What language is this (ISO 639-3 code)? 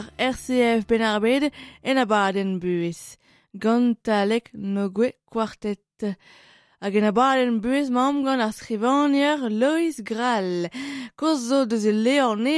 bre